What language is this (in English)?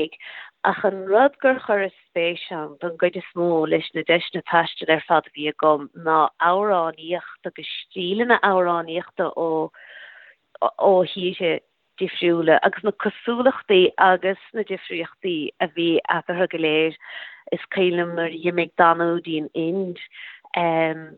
Irish